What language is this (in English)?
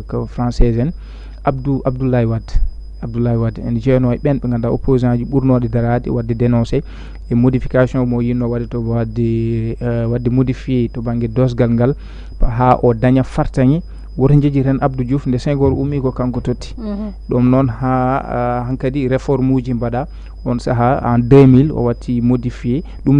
Fula